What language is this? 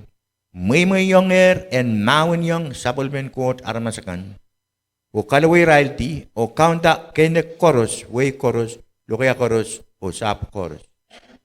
Pohnpeian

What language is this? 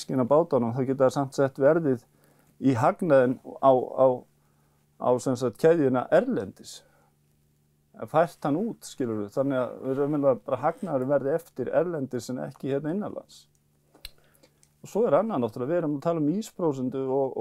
Icelandic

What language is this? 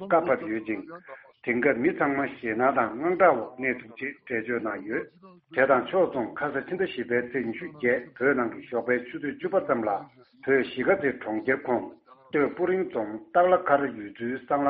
Tibetan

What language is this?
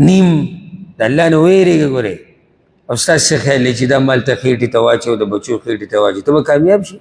Pashto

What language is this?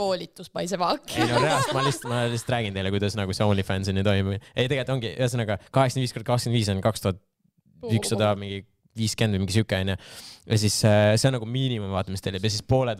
Estonian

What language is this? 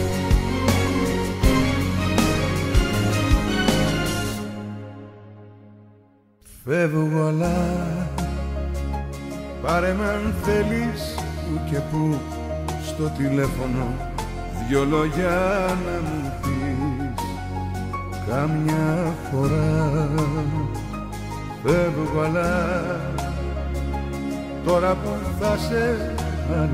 Greek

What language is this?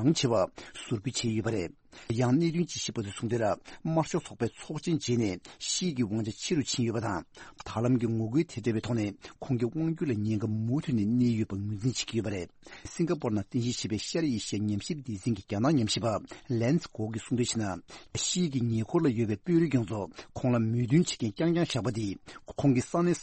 Tibetan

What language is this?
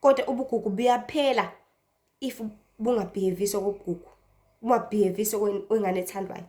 Zulu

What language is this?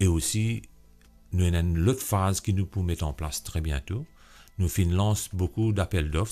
Morisyen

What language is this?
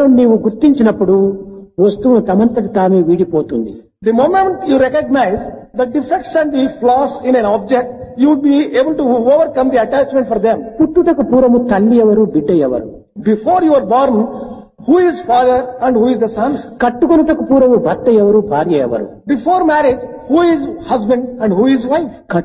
Telugu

